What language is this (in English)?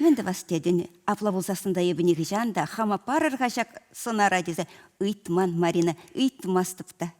Chuvash